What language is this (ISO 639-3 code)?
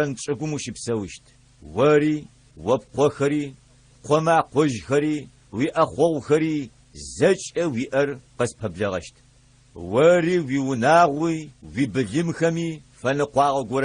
ady